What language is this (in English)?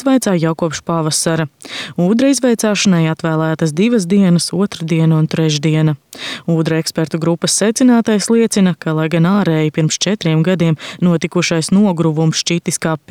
Latvian